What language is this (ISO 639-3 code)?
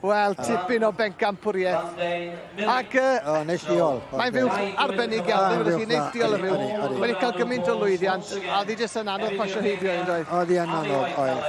cym